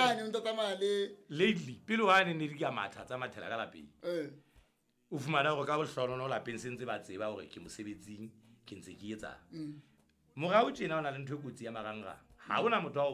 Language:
Southern Sotho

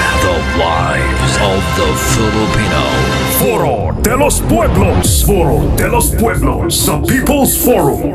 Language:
Hiligaynon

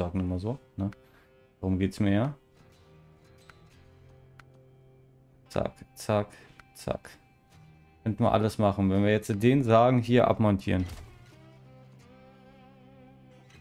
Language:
German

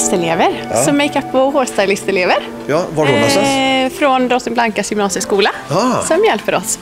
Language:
Swedish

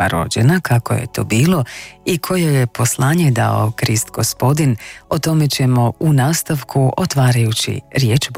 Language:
Croatian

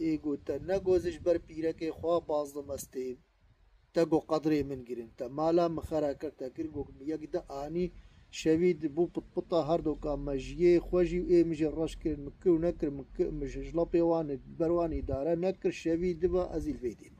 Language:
Kurdish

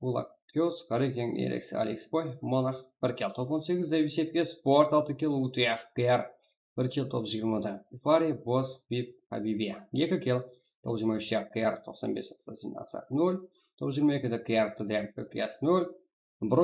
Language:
Kara-Kalpak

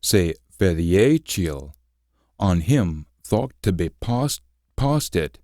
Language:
Scots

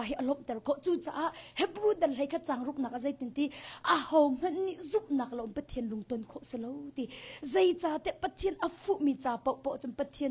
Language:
Hakha Chin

